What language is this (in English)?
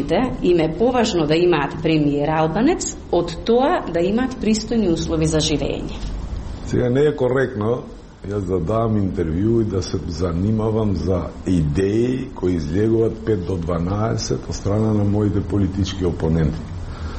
Macedonian